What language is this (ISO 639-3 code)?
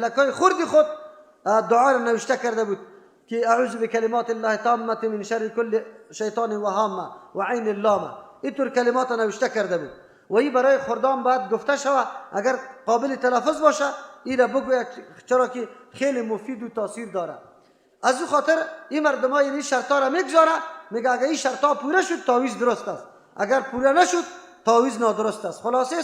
fas